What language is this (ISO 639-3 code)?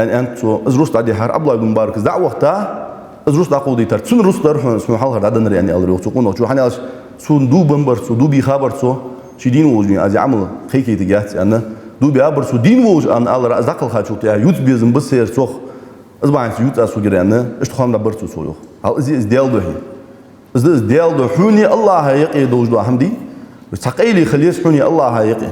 inh